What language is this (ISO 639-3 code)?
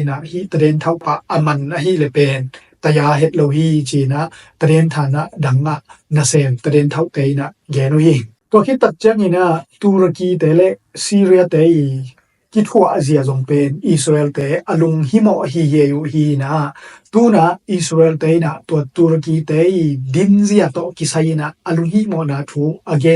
ctd